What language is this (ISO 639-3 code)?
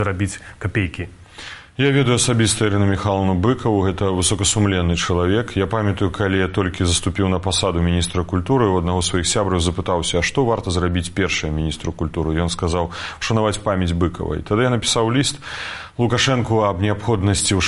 bel